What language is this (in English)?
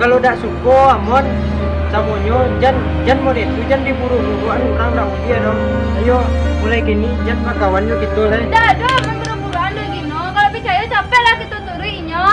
Minangkabau